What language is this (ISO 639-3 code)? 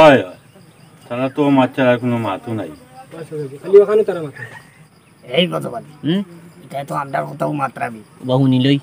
syl